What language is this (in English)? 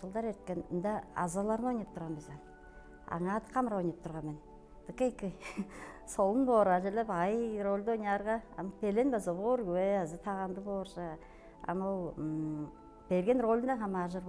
Tuvinian